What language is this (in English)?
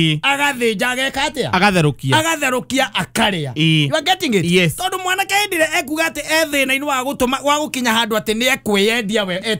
Kikuyu